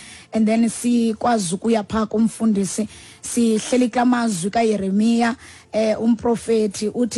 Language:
Xhosa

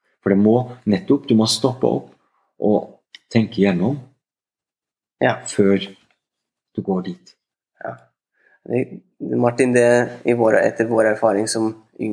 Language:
Norwegian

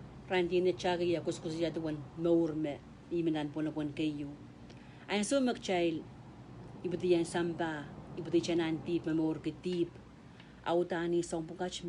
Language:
Pohnpeian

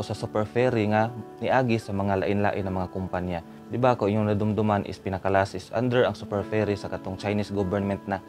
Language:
Cebuano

